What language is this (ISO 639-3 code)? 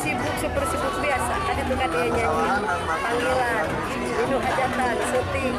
sun